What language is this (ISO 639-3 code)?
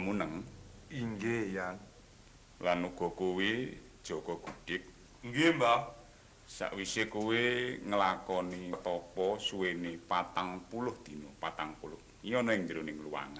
jav